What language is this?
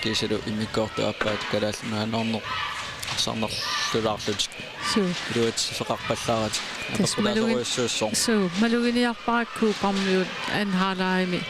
Kalaallisut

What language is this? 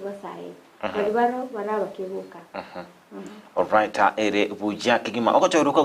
Gusii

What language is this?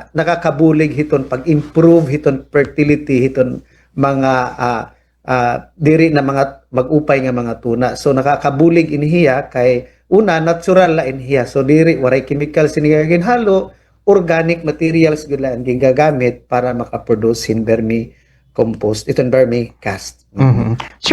Waray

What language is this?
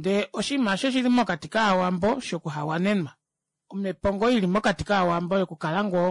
Kuanyama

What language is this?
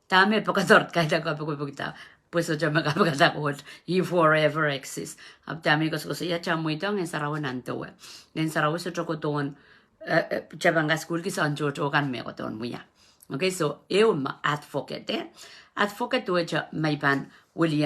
Pohnpeian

